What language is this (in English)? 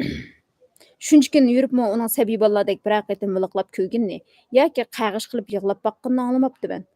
Uyghur